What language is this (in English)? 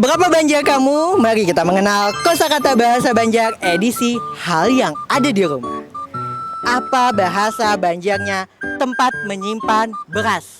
Banjar